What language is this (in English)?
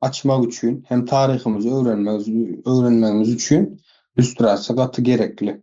Turkmen